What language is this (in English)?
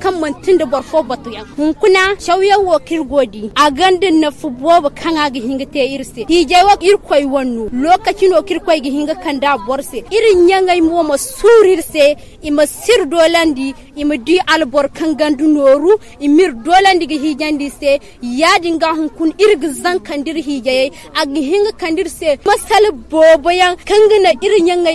Zarma